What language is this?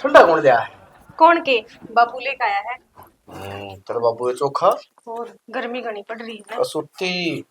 Haryanvi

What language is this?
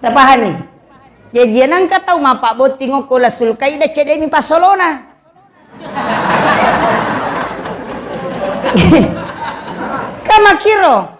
Buginese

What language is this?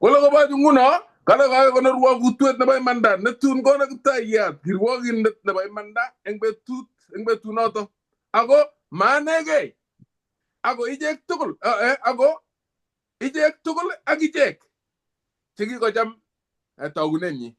Kalenjin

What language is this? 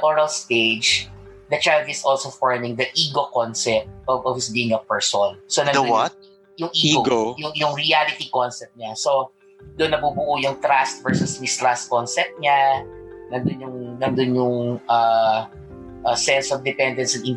Filipino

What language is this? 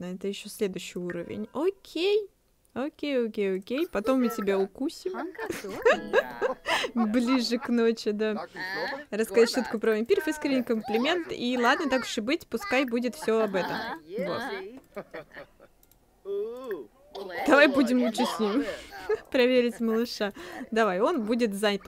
Russian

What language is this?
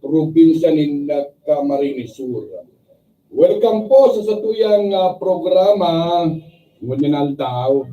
Bikol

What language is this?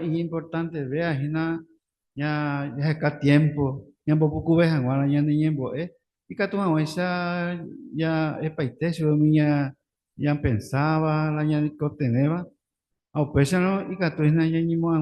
Guarani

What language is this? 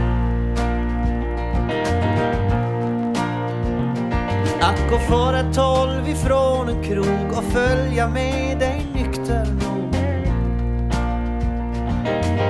Swedish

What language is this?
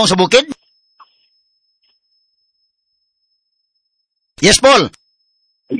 Cebuano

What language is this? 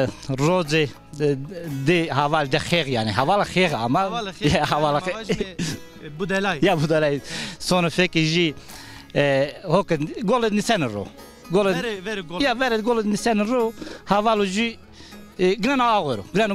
Zaza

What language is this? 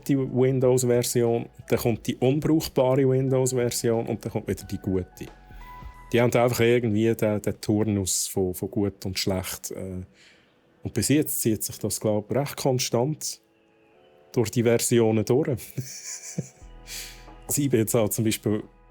Swiss German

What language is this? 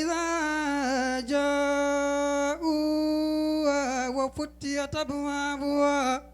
Fula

